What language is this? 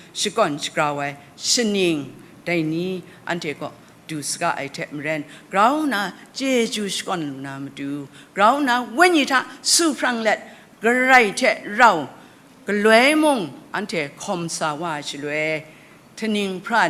Kachin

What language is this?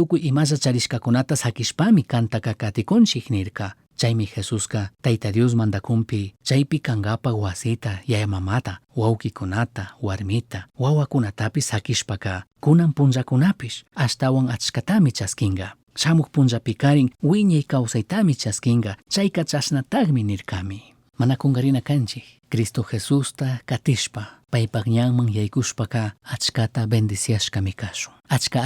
Chimborazo Highland Quichua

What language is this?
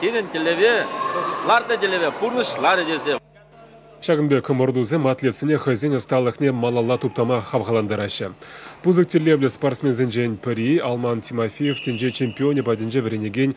Chuvash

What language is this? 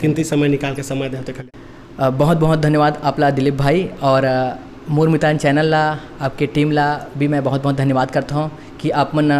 Chhattisgarhi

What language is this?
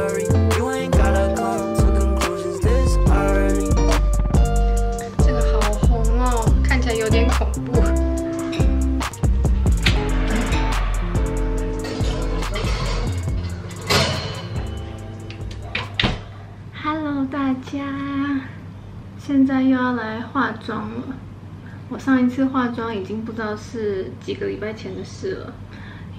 Chinese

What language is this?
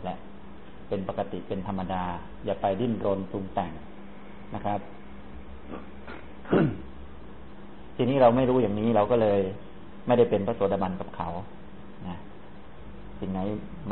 Thai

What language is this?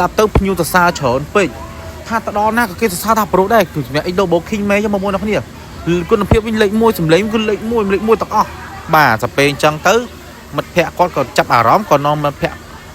Khmer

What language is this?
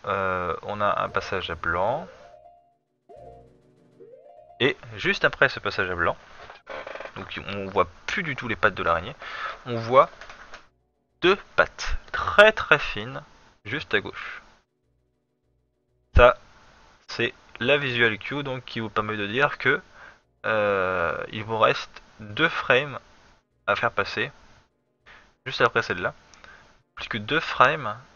French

